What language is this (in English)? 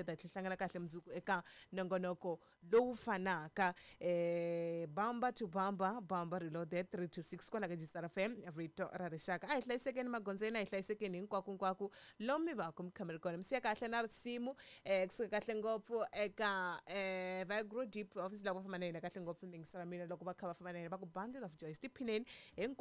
Tsonga